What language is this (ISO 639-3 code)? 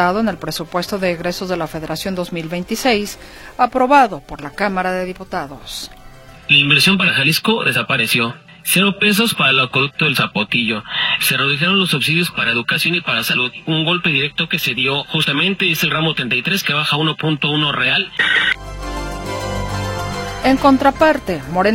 spa